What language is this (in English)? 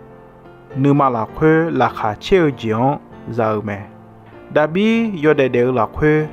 Akha